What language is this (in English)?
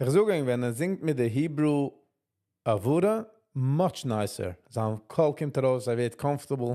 Yiddish